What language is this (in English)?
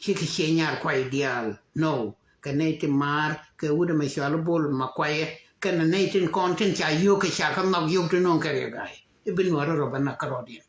Nuer